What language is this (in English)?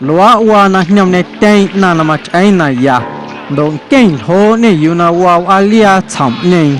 Guerrero Amuzgo